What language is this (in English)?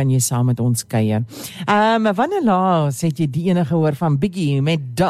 Afrikaans